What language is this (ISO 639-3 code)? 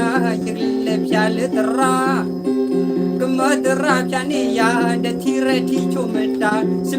ksw